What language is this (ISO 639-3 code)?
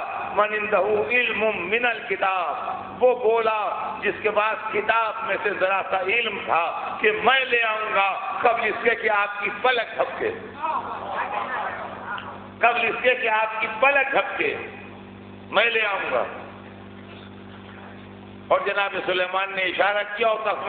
urd